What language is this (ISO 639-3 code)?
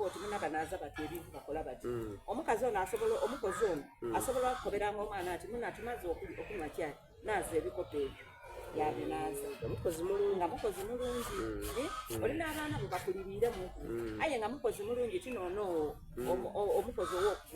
xog